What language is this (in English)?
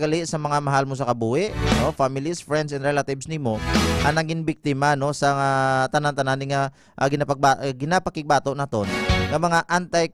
Hiligaynon